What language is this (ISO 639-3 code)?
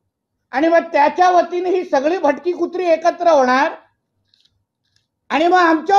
mar